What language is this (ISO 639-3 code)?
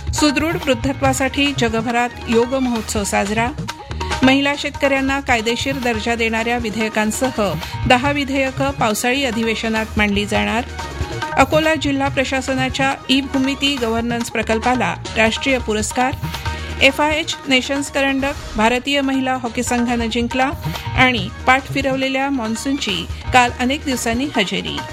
mar